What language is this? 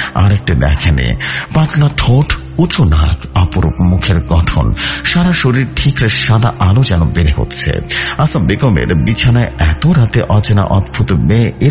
Bangla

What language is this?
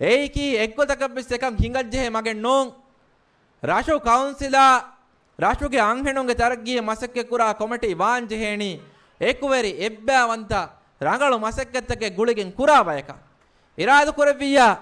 Divehi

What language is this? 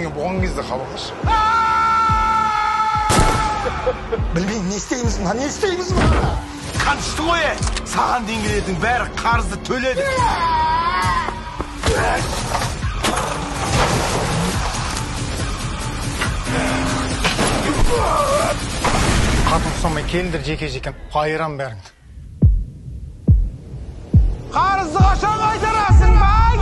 Kazakh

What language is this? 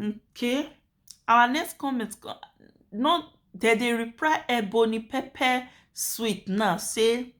Nigerian Pidgin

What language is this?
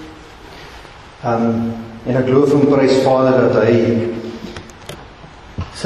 Afrikaans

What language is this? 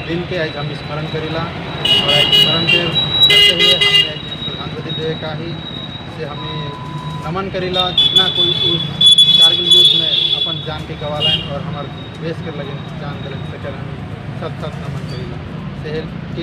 Sadri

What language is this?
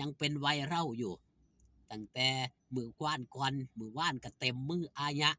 Northeastern Thai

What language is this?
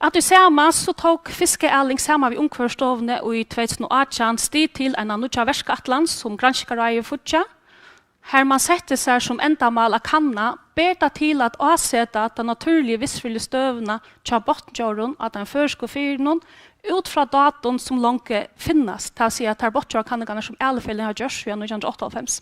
Faroese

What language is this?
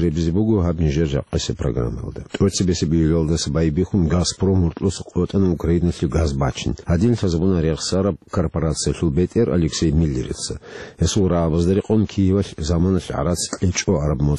Avaric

